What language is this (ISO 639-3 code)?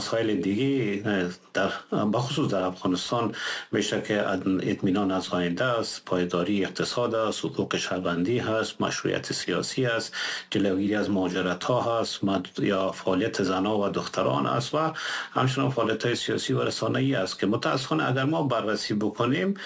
fas